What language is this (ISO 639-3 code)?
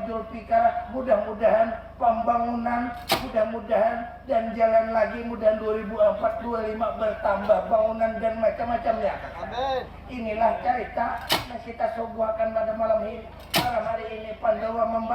bjn